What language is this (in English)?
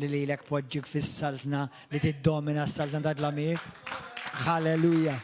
Maltese